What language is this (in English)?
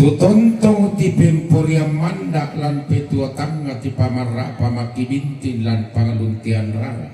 Toraja-Sa'dan